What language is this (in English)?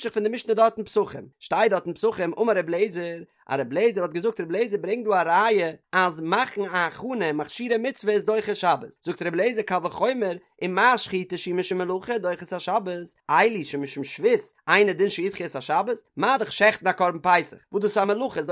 Yiddish